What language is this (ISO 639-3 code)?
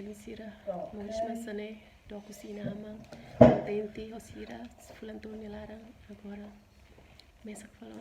tet